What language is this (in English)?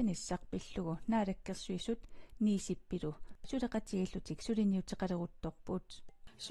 Kalaallisut